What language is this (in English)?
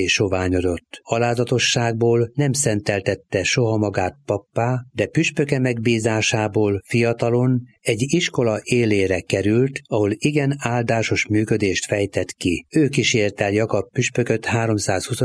Hungarian